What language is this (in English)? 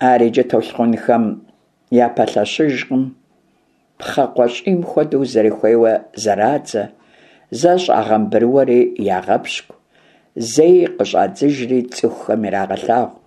Kabardian